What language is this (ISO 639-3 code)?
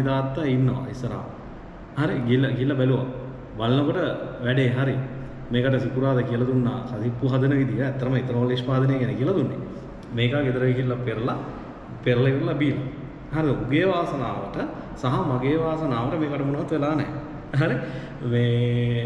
sin